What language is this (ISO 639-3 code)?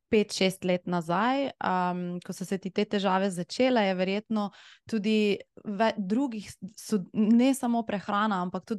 slv